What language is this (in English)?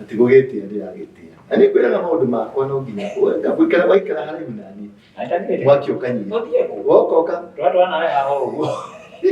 Kikuyu